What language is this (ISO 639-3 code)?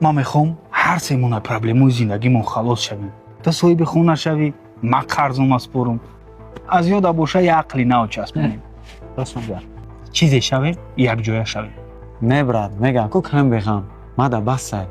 tgk